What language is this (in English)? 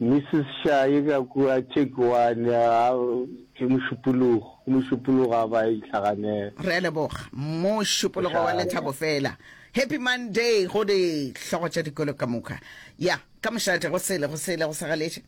Northern Sotho